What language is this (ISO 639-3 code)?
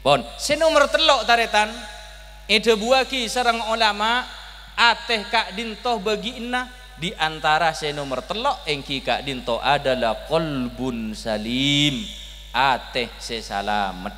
mad